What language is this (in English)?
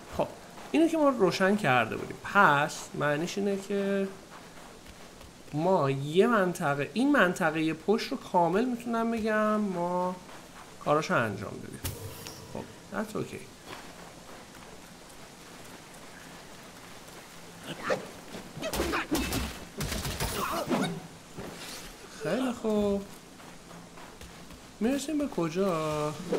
Persian